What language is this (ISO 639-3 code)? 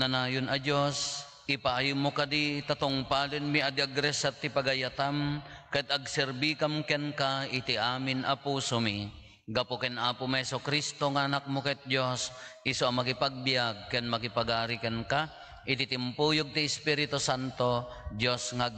ilo